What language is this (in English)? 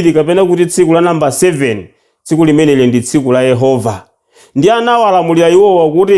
Nyanja